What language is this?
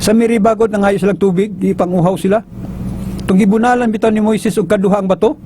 Cebuano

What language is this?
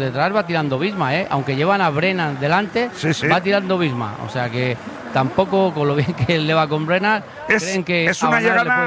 Spanish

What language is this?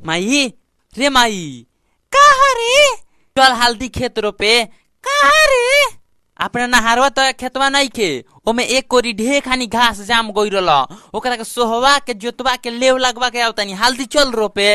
Bhojpuri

